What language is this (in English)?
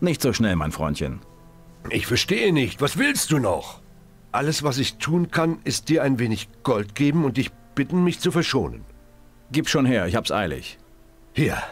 Bavarian